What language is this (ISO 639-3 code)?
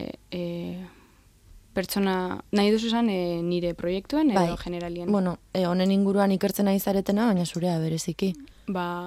eus